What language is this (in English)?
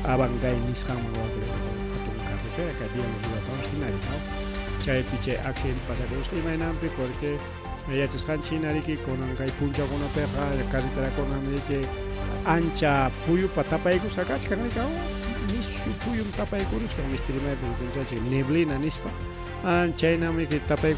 Ayacucho Quechua